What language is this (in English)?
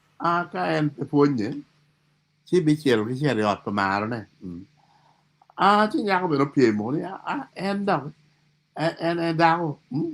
Acoli